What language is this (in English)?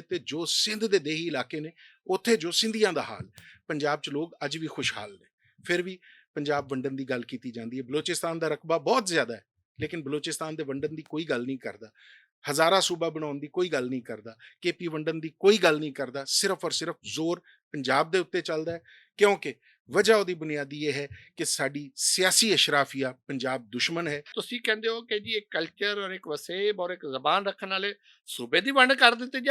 Western Panjabi